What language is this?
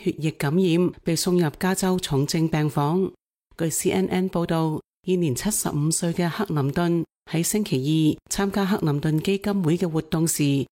Cantonese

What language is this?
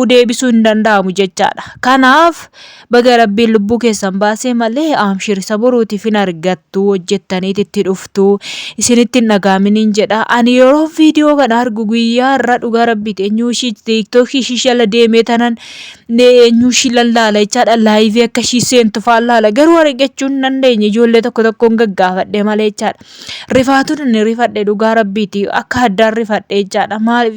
Oromo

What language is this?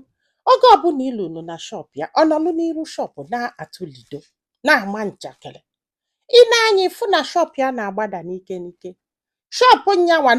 Igbo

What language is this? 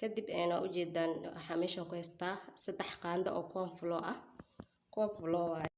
Somali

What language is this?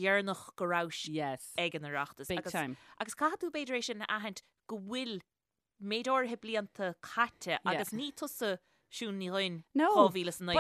Irish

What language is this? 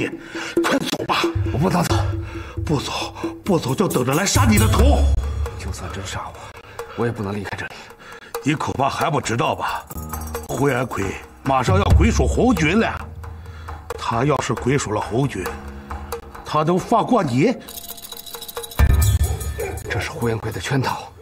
Chinese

